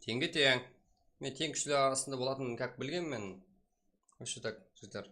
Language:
Kara-Kalpak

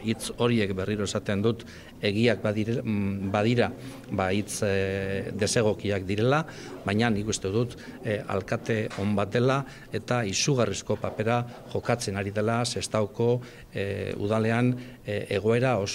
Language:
Basque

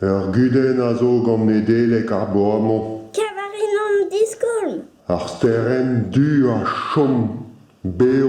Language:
Breton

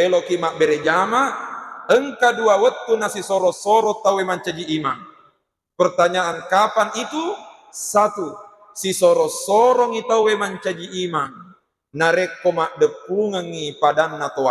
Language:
Buginese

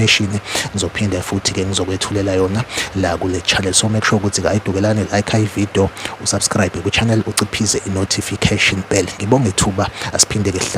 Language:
Zulu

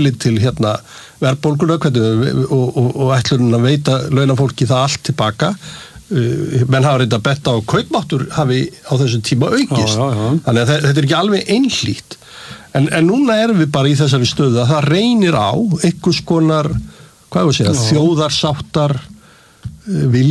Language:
Icelandic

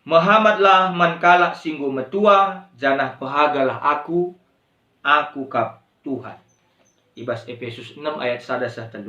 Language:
Batak Karo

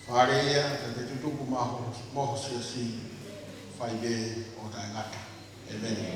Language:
Tongan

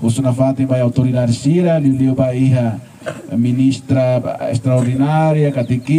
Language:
Tetum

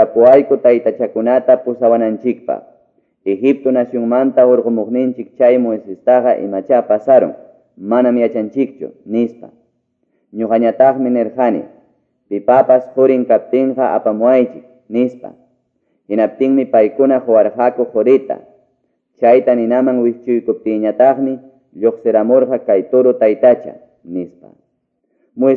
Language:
Quechua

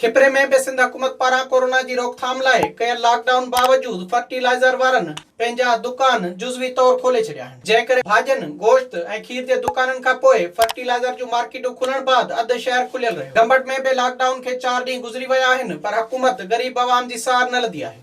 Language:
Sindhi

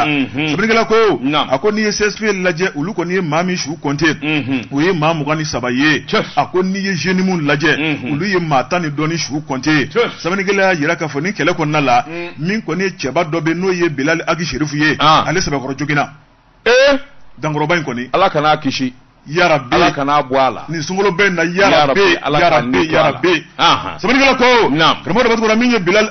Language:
Bambara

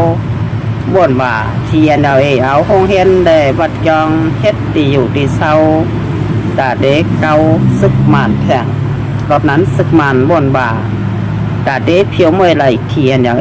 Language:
Shan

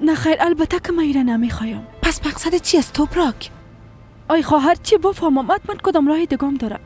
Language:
Persian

